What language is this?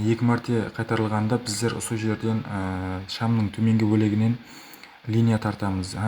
Kara-Kalpak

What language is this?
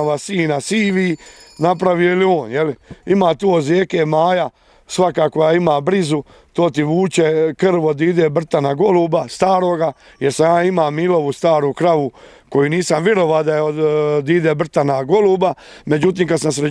Croatian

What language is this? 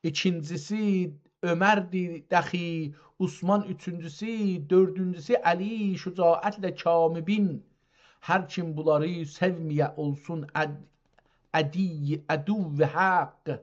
South Azerbaijani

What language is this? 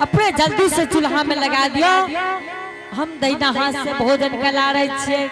Angika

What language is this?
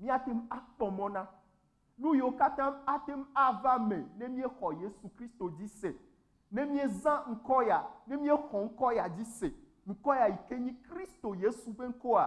Ewe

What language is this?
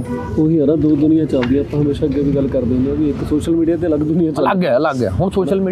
Punjabi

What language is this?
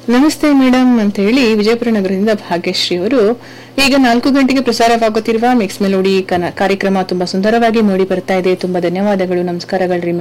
Kannada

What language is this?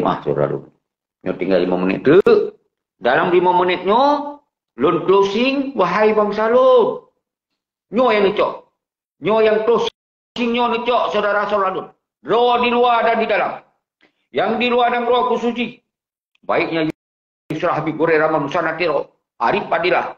Achinese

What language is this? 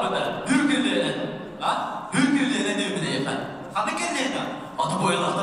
Yakut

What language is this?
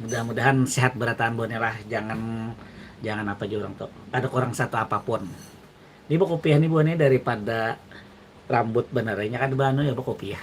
Banjar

